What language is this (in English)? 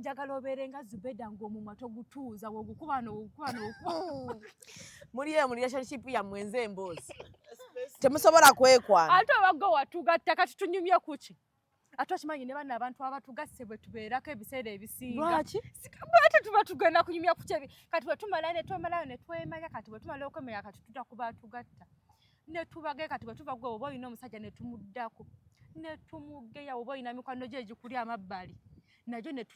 Ganda